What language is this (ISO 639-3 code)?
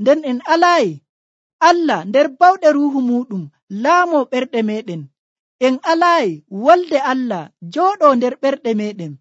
fuv